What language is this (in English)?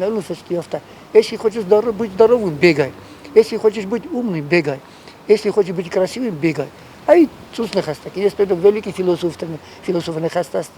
Ossetic